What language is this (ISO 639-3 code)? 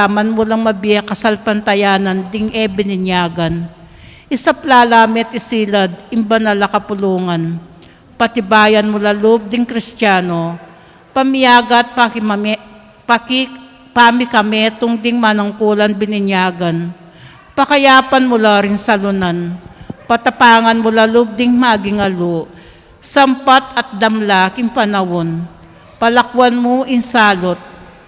pam